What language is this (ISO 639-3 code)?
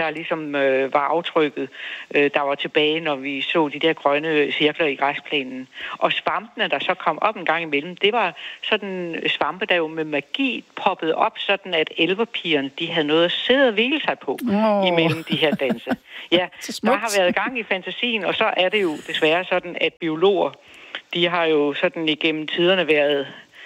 dan